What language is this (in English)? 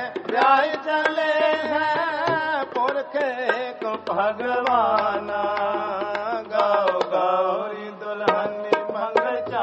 Punjabi